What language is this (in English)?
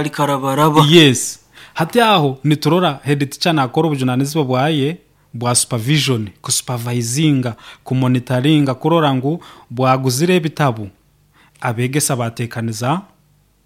Nyoro